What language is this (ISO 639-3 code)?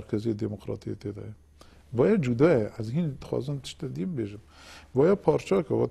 kur